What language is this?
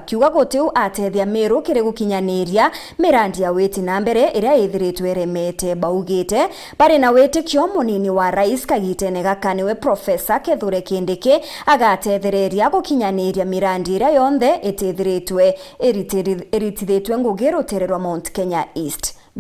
Meru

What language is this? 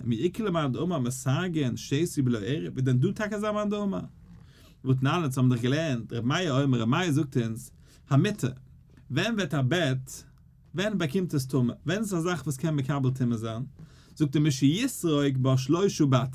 Yiddish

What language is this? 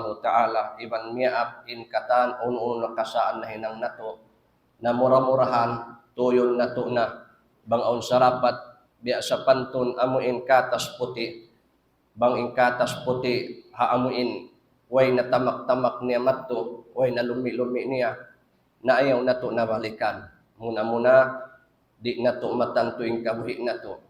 Tausug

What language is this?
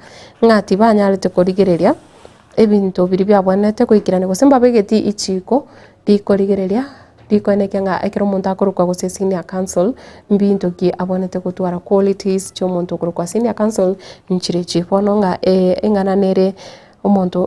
Gusii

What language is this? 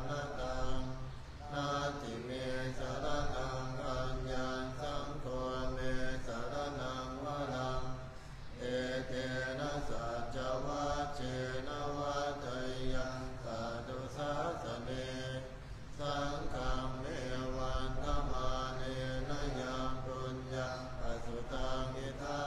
Pali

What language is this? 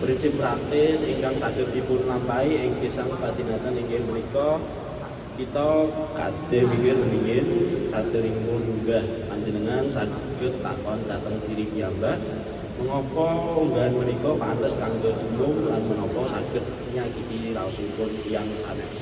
Javanese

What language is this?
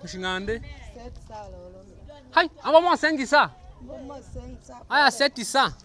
Tetela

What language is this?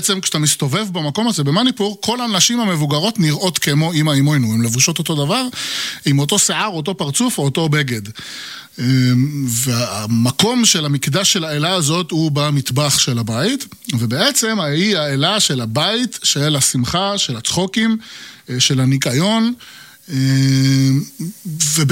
Hebrew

